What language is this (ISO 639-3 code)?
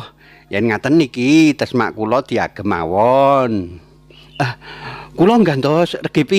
jav